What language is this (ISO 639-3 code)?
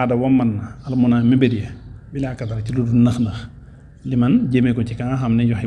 wol